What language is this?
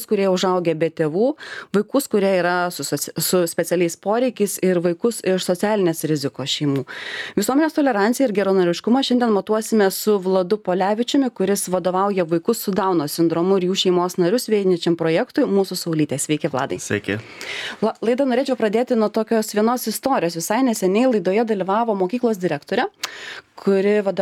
Lithuanian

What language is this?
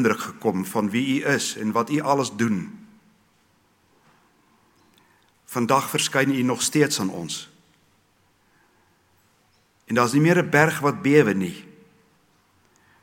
Afrikaans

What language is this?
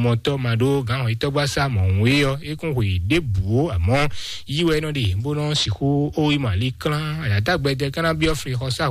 Fon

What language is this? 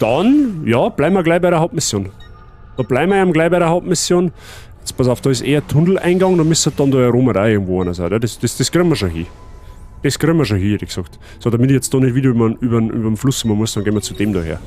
Bavarian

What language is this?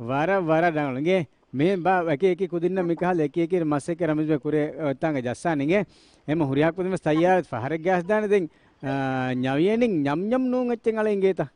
Divehi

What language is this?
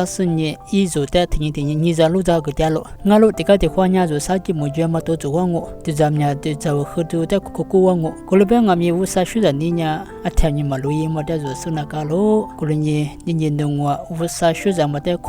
Lisu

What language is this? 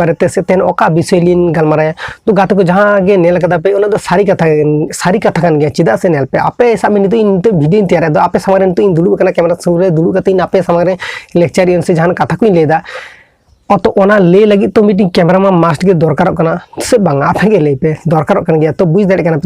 Santali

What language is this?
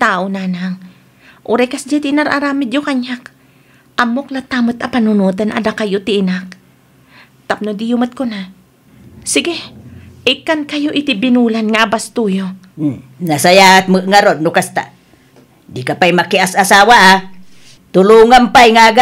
Iloko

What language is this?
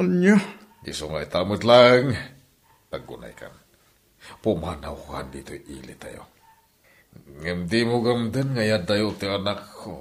Iloko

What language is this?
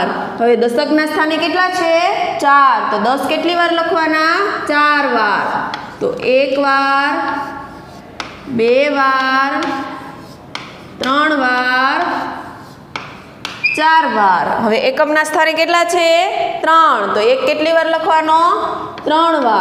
Gujarati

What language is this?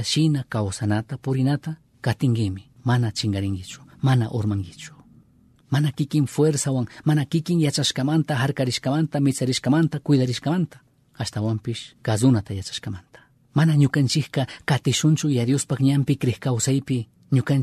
Chimborazo Highland Quichua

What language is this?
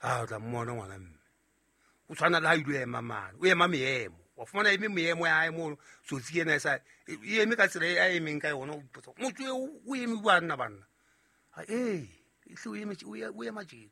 Southern Sotho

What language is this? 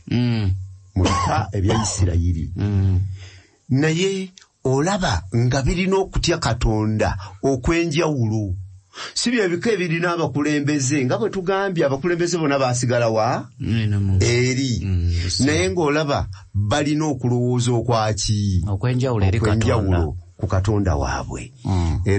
Ganda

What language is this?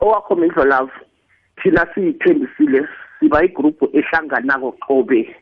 South Ndebele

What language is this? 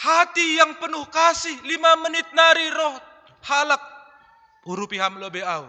Batak Simalungun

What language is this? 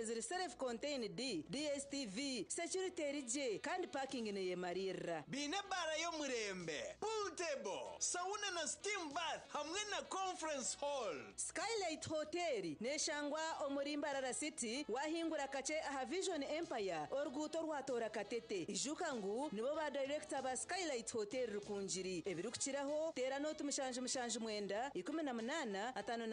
Nyankole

